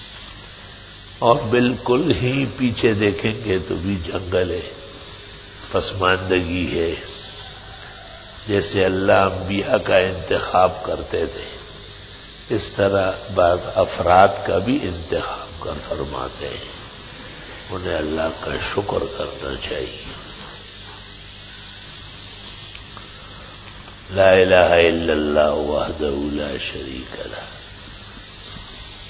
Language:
Urdu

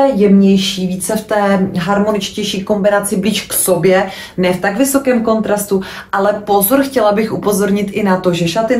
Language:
Czech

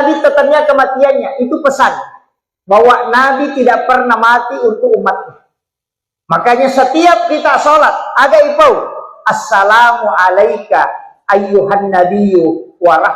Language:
Buginese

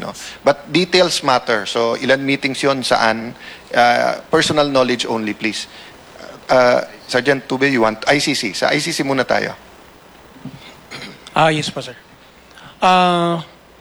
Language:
Filipino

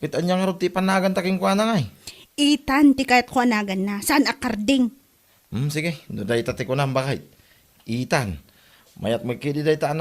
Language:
Iloko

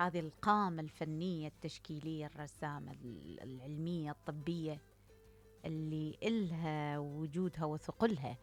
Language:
Mesopotamian Arabic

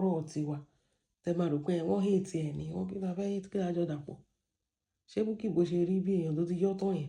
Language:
Yoruba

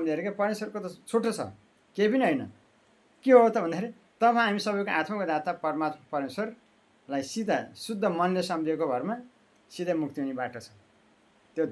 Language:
Nepali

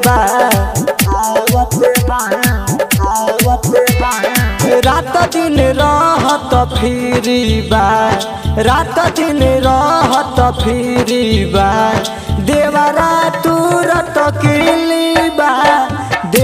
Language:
Bhojpuri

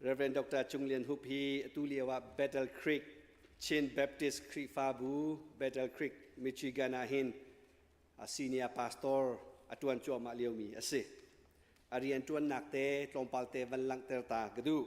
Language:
Hakha Chin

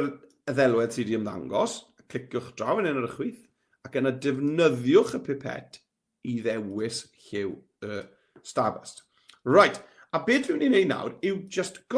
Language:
Welsh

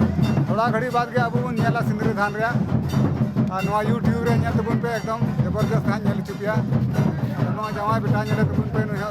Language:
Santali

